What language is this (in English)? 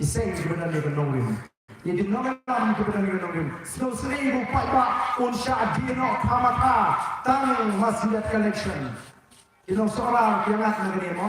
Khasi